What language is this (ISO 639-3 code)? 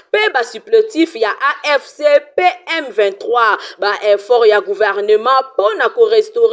lin